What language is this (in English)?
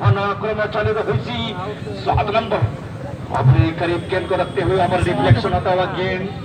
Santali